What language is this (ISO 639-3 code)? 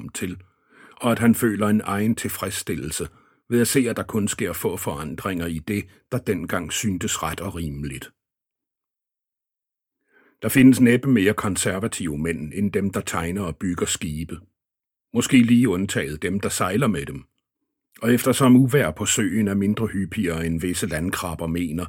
dan